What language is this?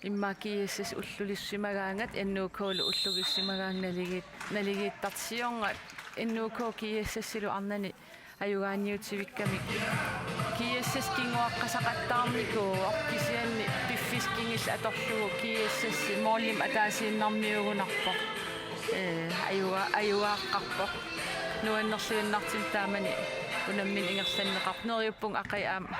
Kalaallisut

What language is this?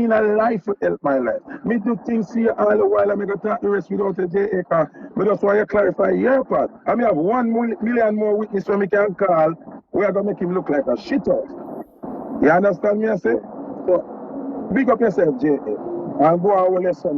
Jamaican Creole English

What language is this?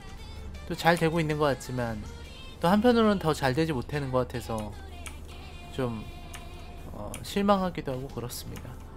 Korean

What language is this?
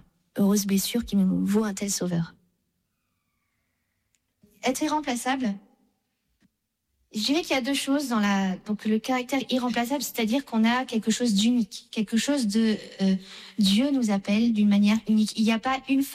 French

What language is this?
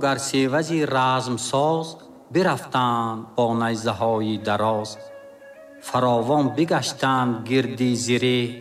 Tajik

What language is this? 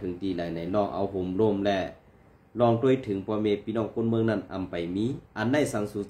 Shan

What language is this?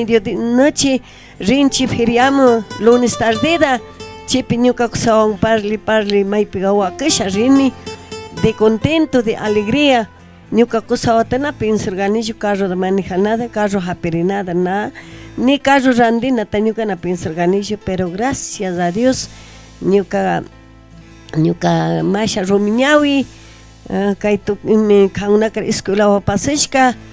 Chimborazo Highland Quichua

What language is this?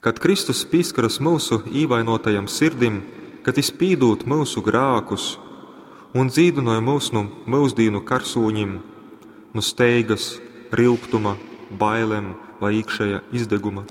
Latgalian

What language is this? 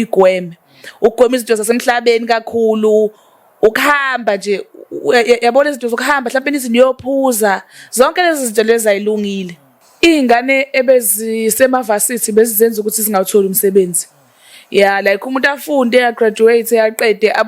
Zulu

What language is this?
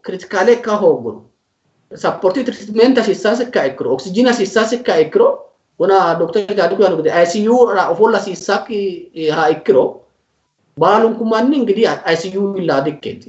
Sidamo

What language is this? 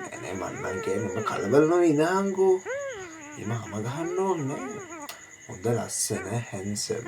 Sinhala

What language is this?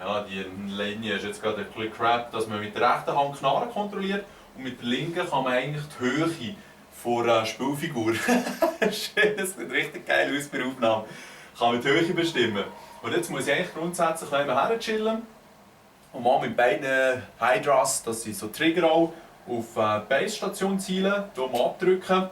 Swiss German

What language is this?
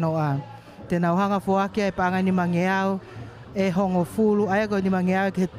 Tongan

